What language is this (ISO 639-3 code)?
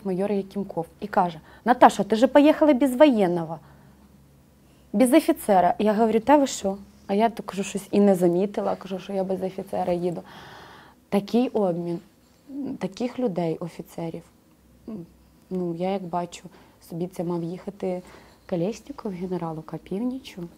ukr